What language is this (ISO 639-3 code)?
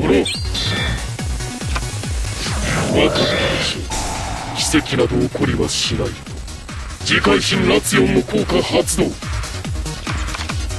jpn